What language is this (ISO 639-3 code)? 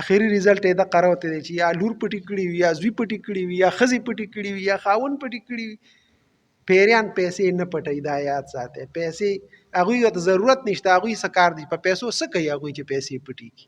pus